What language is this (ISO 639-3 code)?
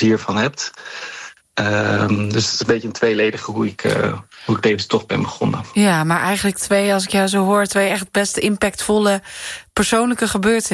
nld